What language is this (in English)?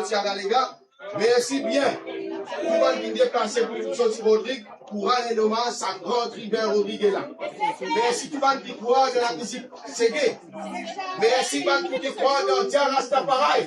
Morisyen